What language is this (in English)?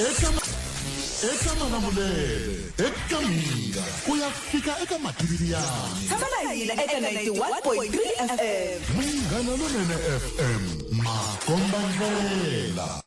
Tsonga